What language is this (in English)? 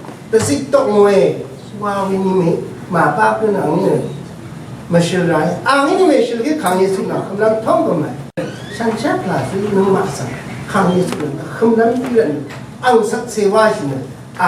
Rawang